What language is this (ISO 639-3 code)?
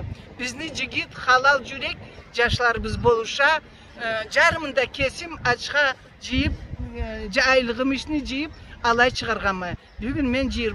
krc